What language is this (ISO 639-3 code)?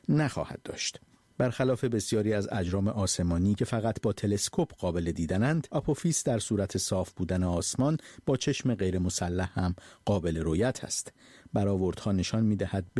fas